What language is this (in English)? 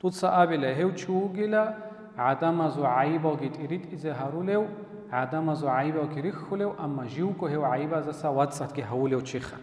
Avaric